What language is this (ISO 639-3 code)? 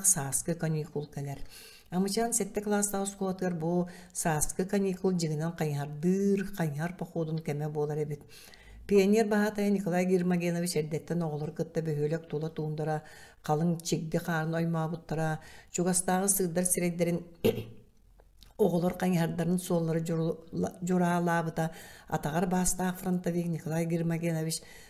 sah